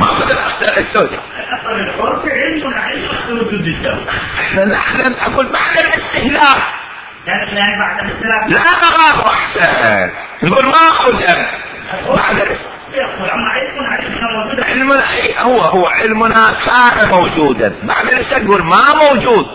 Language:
Mesopotamian Arabic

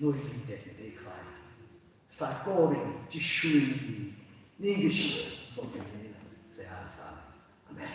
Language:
Tangkhul Naga (India)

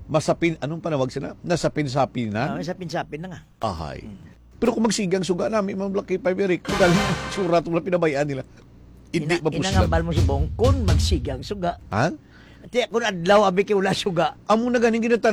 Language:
Hiligaynon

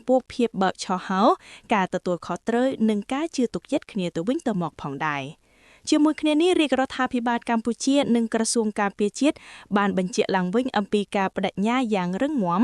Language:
Khmer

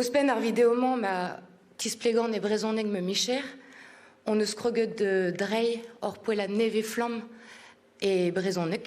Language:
Breton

